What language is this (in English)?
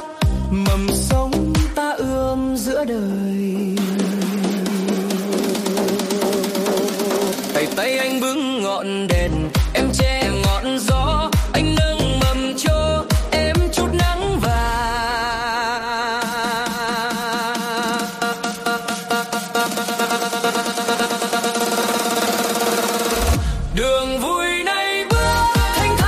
Vietnamese